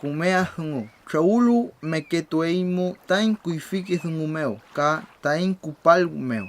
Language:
Mapuche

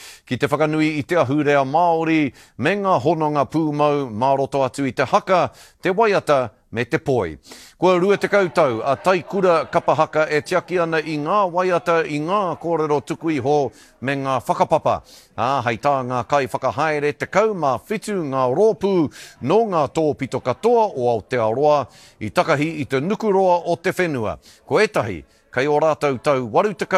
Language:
Māori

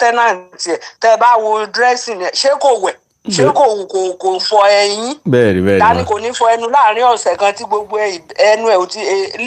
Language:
Yoruba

